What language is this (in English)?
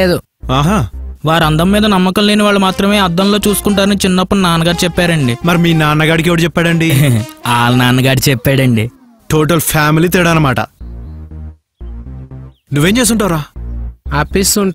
Telugu